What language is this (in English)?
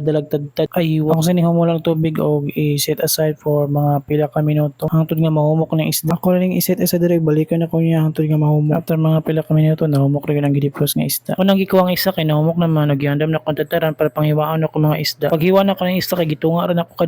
Cebuano